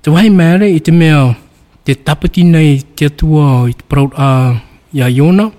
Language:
Tahitian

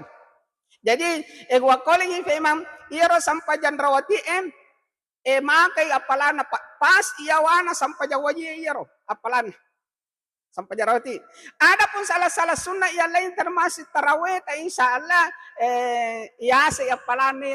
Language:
Buginese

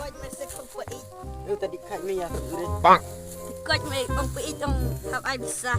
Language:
Khasi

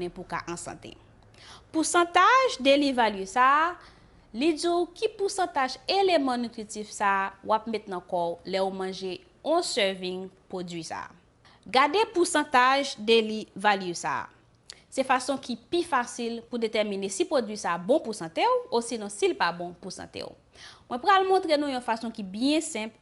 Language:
Haitian Creole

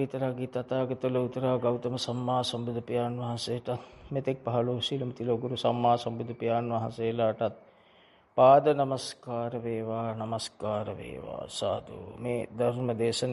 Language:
Sinhala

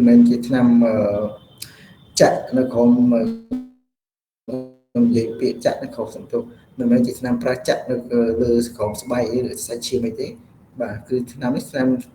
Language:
Khmer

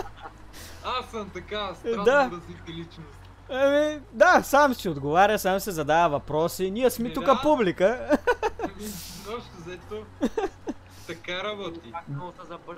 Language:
Bulgarian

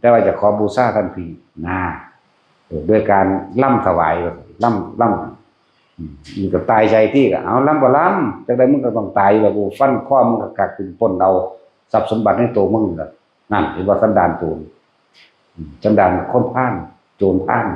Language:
Northeastern Thai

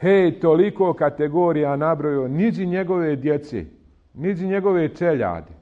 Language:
Bosnian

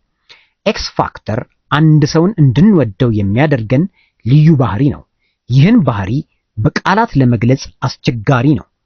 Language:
Amharic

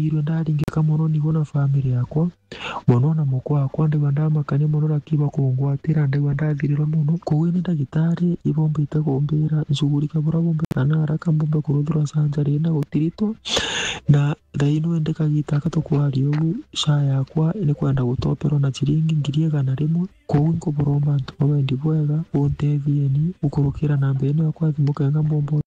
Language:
Meru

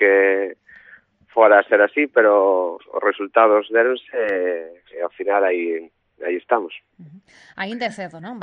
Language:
Galician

